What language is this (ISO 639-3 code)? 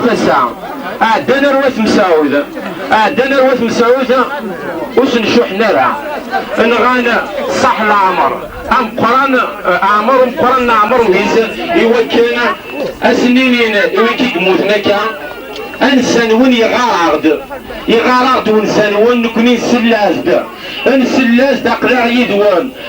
kab